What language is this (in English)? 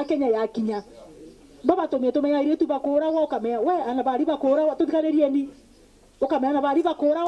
Meru